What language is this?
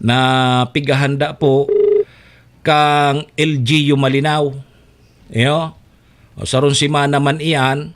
Bikol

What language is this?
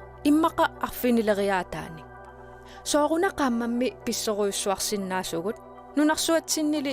Kalaallisut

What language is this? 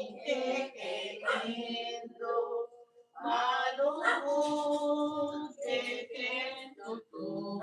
Pampanga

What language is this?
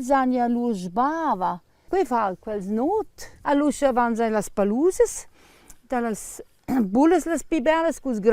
Romansh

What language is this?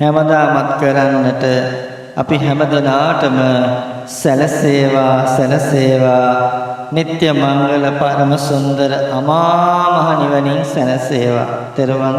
Sinhala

